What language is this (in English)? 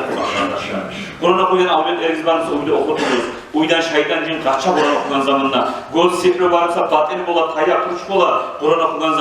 Kumyk